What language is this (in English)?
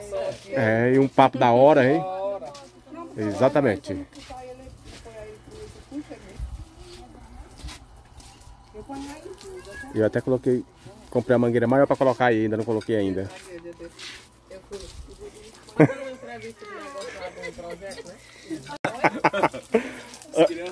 Portuguese